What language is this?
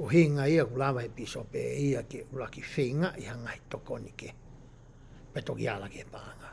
Tongan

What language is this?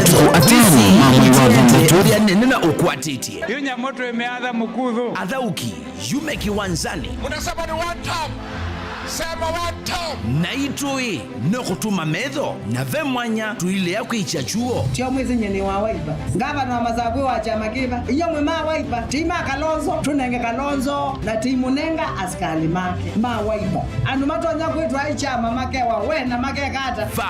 Kamba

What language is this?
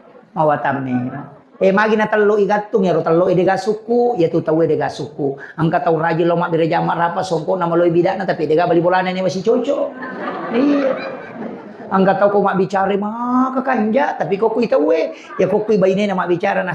Buginese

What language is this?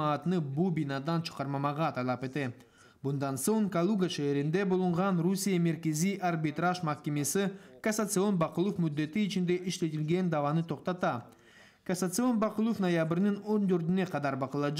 Crimean Tatar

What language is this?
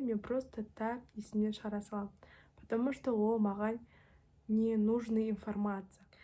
Kazakh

